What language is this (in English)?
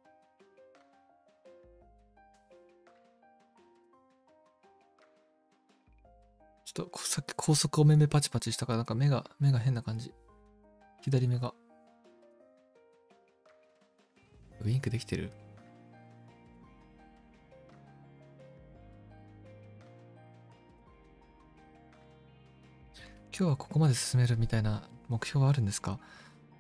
Japanese